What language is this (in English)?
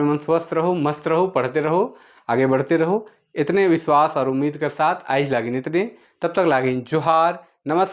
Sadri